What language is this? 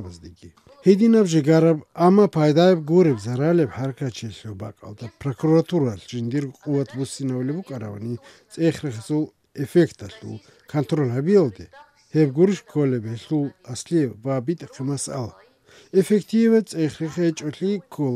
Avaric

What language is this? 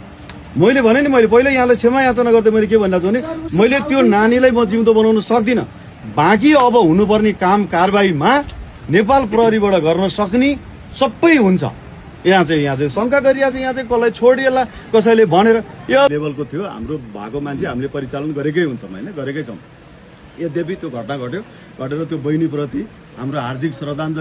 Nepali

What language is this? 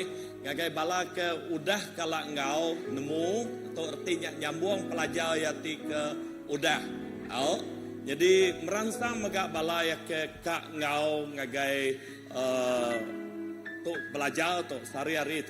Iban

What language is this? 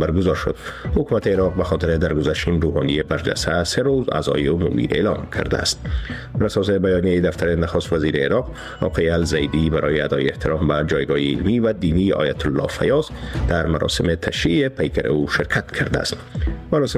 Persian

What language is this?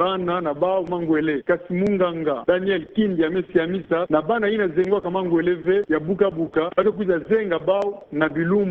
Kituba (Democratic Republic of Congo)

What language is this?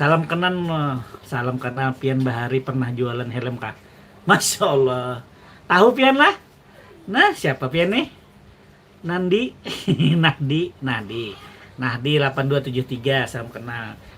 Banjar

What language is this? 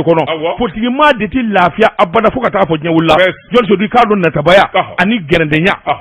Bambara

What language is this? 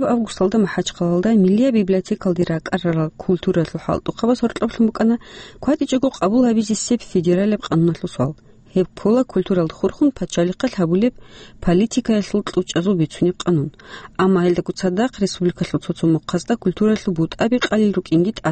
Avaric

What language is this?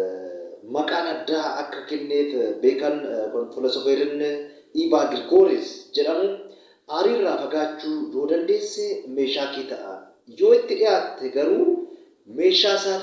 Oromo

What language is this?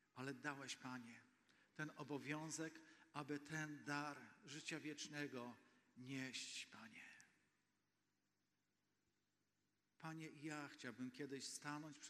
Polish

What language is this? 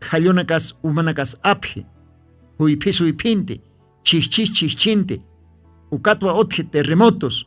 Aymara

